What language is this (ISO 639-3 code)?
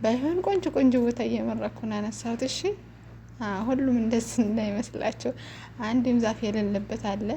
amh